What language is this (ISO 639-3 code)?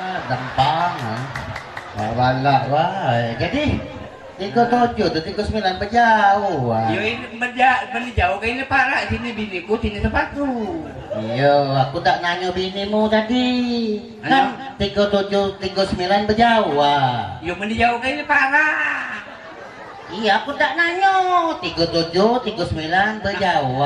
mui